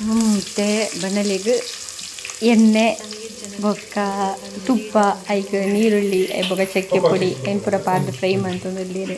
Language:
Tulu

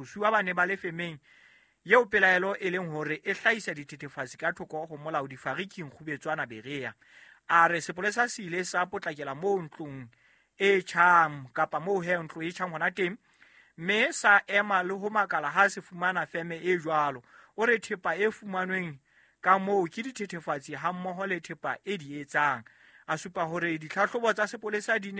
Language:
Southern Sotho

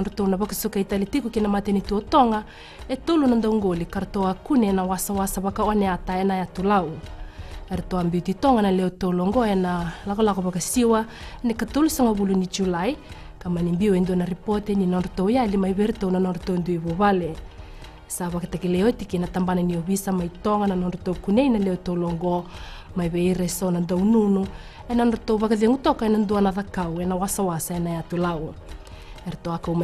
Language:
Fijian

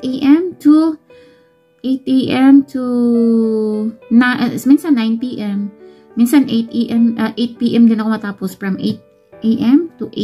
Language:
Filipino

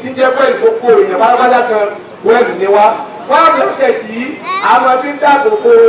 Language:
Yoruba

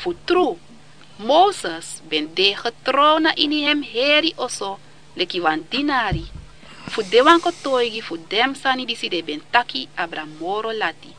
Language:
Sranan Tongo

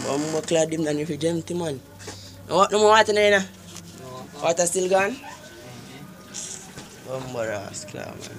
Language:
Jamaican Creole English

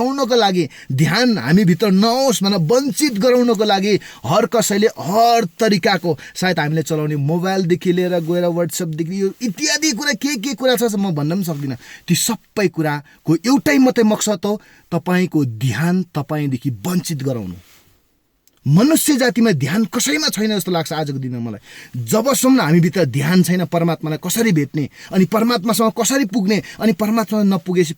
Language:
Nepali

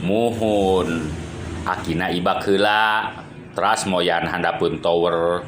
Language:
Sundanese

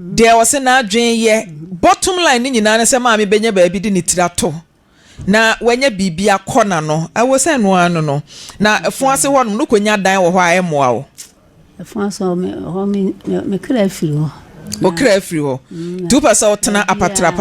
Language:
Akan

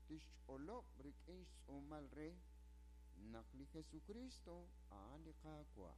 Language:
Kekchí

